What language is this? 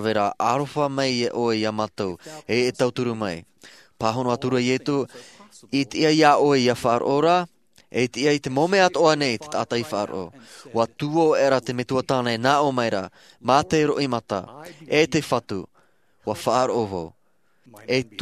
Tahitian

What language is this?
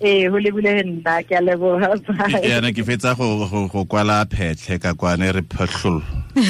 Tswana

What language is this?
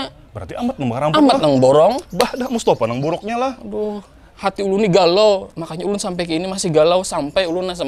Banjar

